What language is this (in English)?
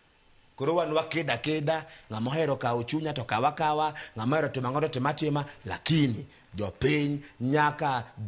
Luo (Kenya and Tanzania)